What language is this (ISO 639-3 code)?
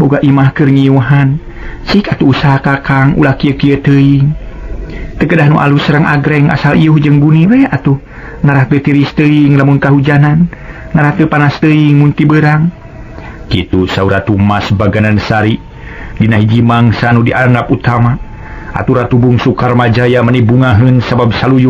sun